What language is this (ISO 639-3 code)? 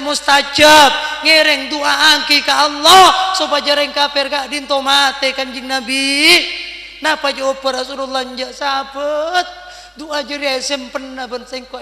mad